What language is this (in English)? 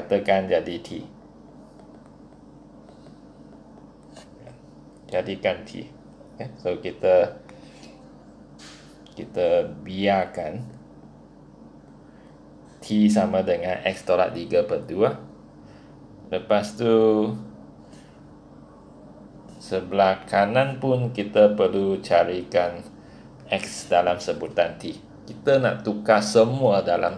Malay